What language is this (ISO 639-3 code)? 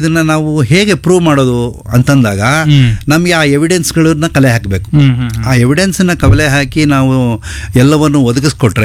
kan